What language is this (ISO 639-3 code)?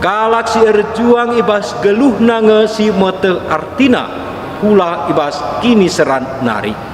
btx